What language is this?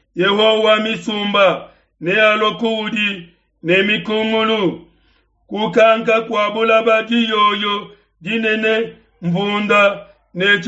Luba-Lulua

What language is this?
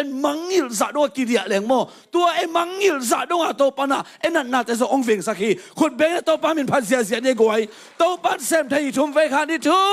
Tedim Chin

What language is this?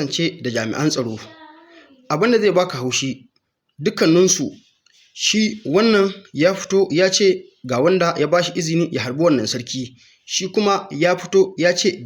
Hausa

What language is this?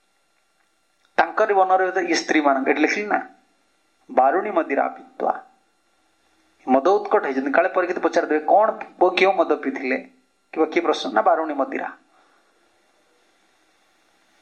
Odia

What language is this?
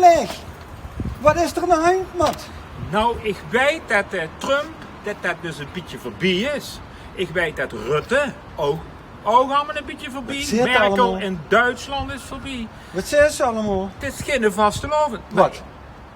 Limburgish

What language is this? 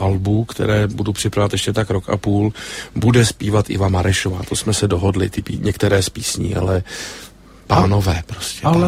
Czech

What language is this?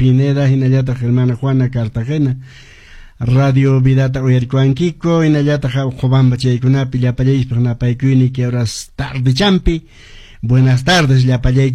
Quechua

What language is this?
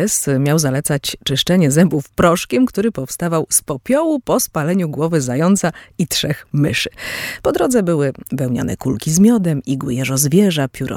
Polish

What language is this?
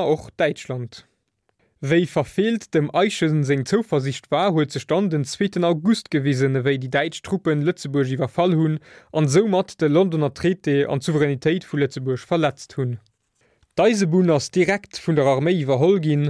Luxembourgish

